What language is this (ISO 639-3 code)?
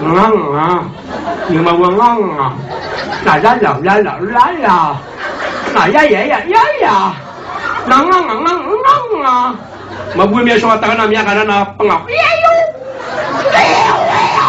mrw